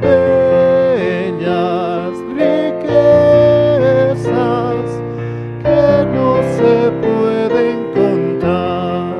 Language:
South Bolivian Quechua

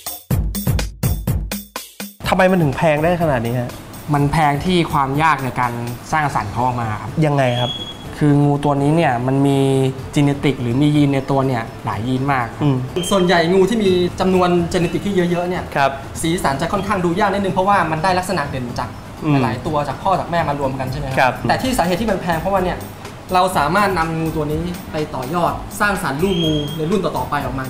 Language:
Thai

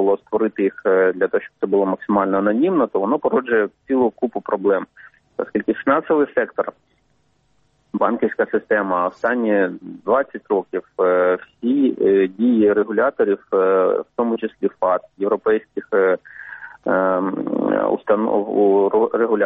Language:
Ukrainian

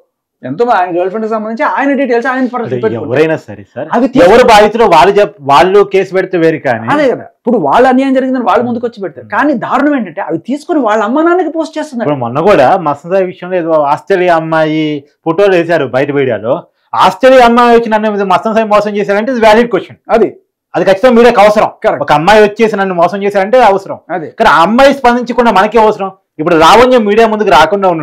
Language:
Telugu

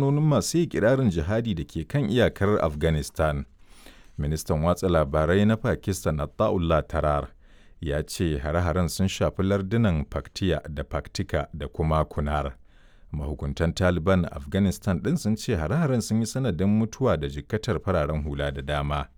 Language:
Hausa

